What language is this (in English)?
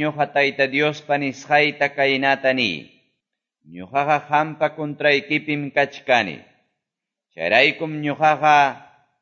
Quechua